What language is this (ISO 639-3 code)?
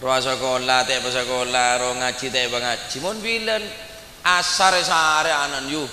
mad